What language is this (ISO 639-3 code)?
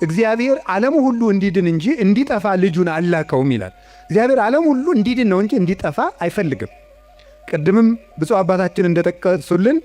amh